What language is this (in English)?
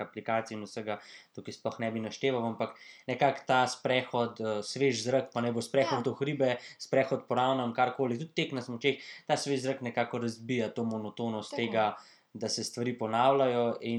Slovenian